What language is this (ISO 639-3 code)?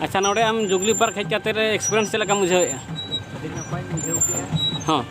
sat